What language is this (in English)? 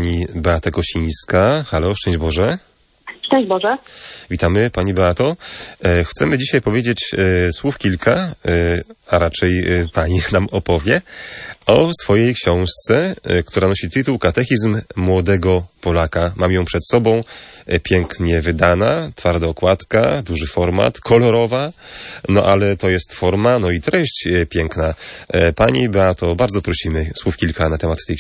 Polish